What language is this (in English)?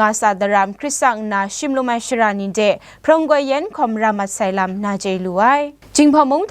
Kachin